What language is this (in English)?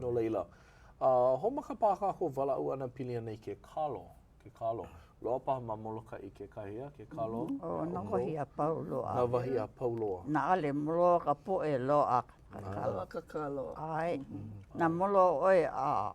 Hawaiian